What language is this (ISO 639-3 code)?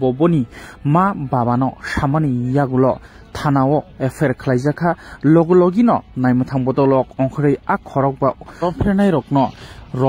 trp